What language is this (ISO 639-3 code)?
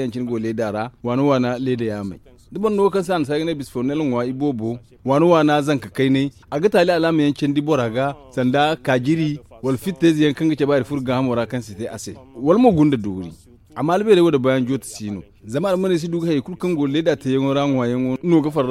dje